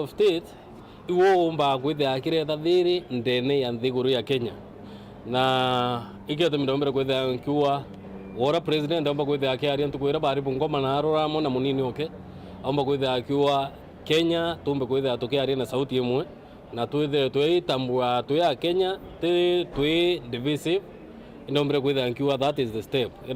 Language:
Meru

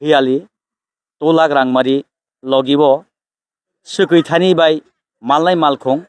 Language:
Kok Borok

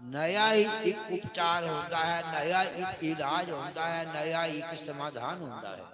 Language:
Dogri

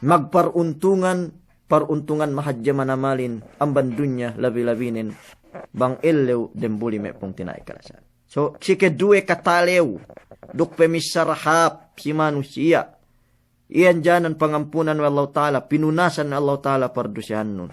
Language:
Yakan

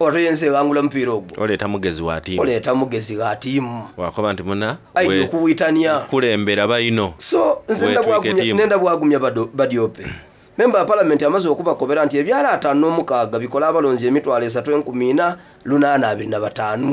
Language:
Soga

